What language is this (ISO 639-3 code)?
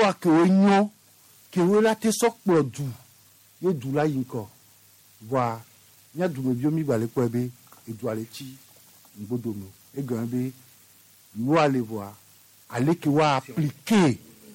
gej